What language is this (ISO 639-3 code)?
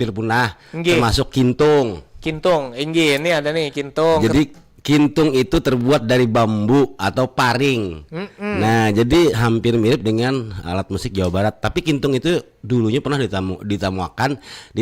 bjn